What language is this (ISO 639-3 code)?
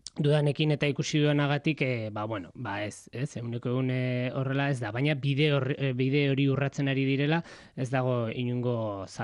eus